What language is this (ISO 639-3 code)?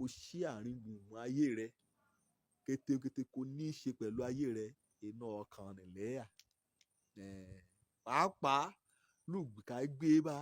yor